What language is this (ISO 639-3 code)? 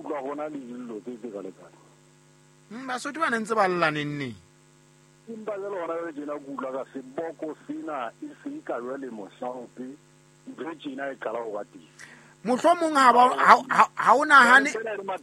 sot